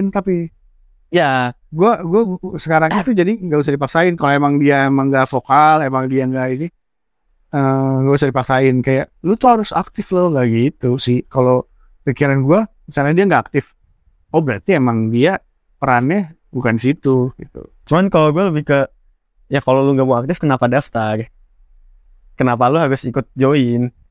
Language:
Indonesian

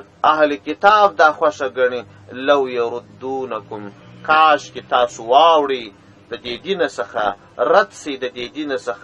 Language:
Pashto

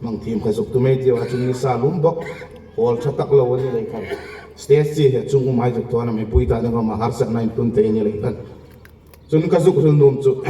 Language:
Hmar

